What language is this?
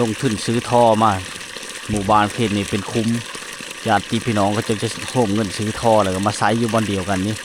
Lao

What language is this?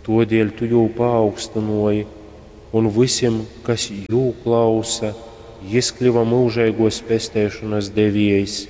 Latgalian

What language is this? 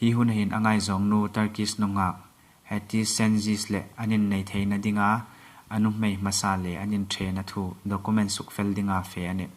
Hmar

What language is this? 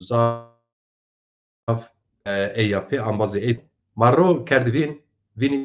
Zaza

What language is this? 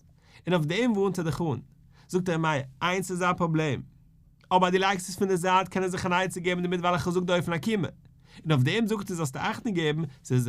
Yiddish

